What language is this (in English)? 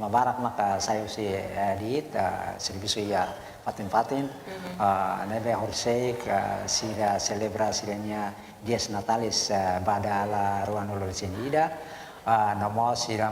Tetum